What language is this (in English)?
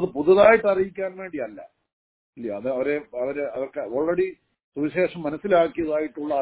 Malayalam